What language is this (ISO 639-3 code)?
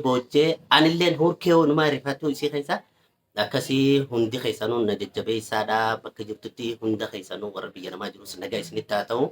orm